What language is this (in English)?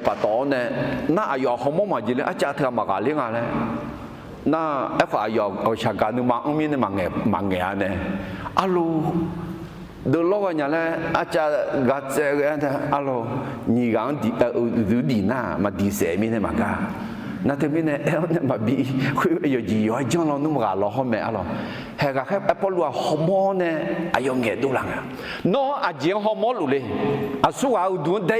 Akha